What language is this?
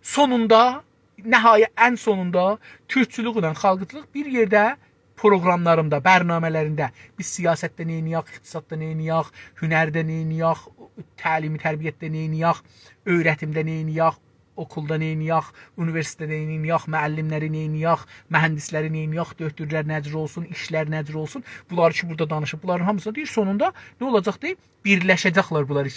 South Azerbaijani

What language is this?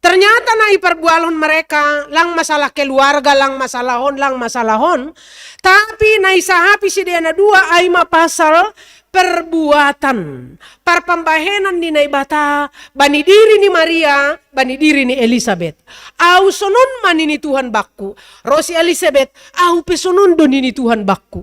Batak Simalungun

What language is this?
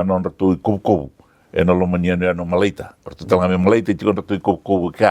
Fijian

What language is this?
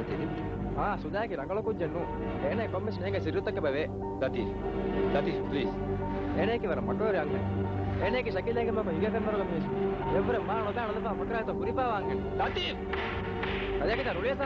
Divehi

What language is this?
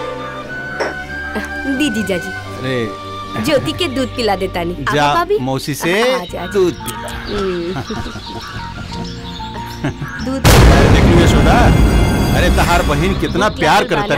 Bhojpuri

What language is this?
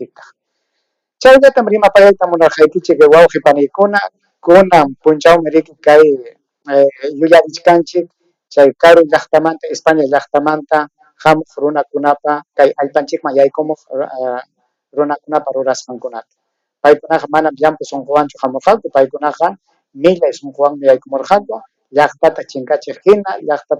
Ayacucho Quechua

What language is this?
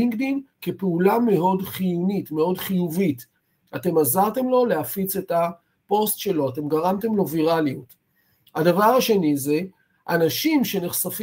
Hebrew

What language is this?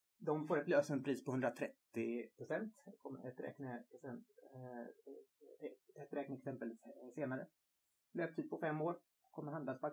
Swedish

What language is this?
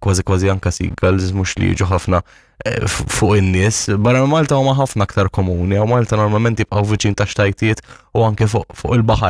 Maltese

